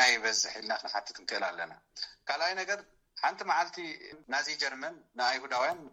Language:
Tigrinya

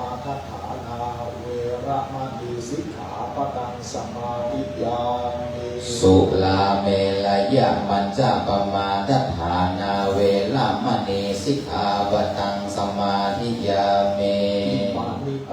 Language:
Pali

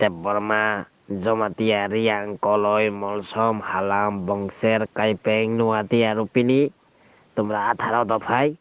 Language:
Riang (India)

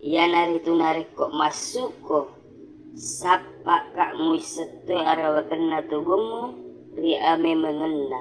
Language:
Buginese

